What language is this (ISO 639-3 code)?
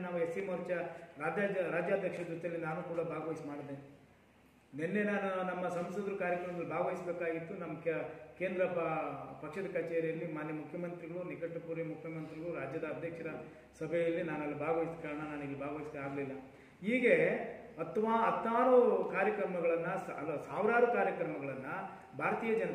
kan